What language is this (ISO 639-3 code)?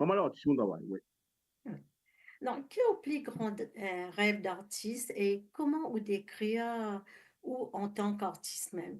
mfe